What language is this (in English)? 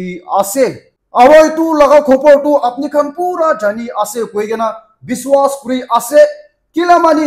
Naga Pidgin